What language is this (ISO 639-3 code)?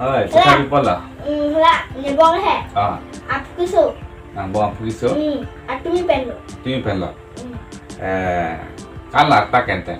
mjw